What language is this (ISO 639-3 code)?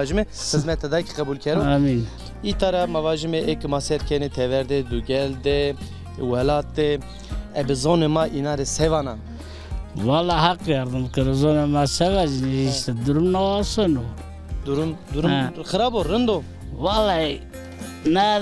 zza